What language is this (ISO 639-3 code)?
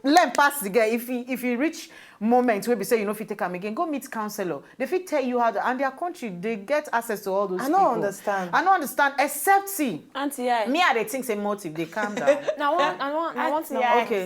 pcm